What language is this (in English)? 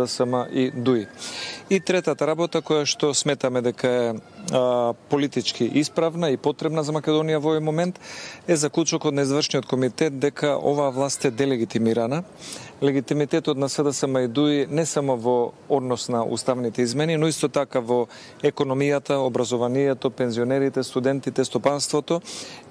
Macedonian